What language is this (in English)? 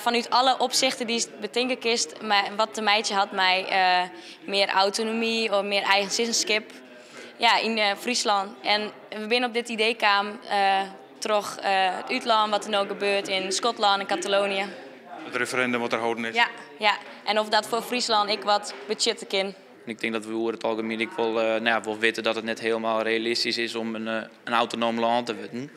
Western Frisian